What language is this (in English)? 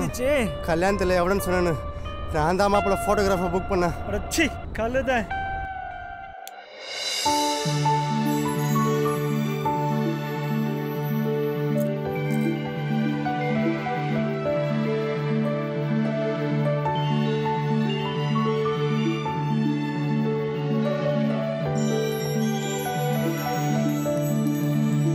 Tamil